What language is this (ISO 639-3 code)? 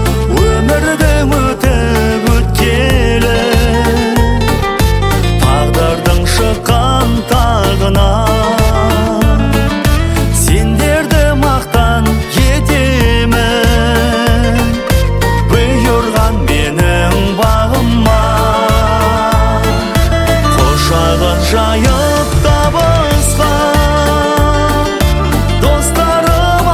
kaz